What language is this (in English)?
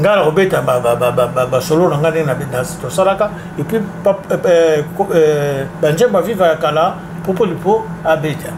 Lingala